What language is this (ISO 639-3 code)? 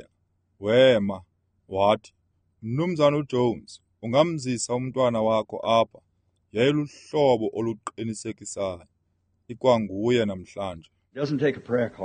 xho